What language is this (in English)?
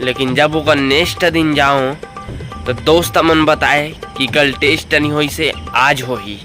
Chhattisgarhi